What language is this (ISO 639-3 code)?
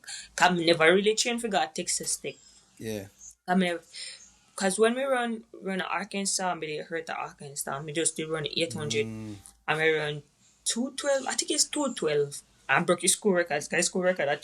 jam